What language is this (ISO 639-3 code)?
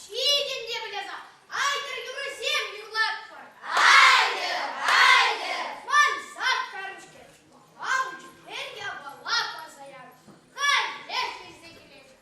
chv